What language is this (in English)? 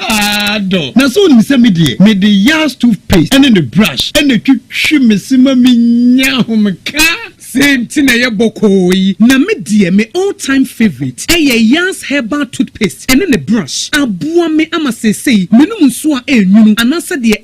Akan